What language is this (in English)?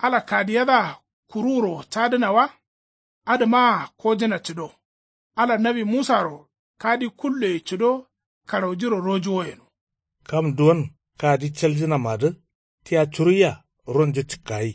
Kanuri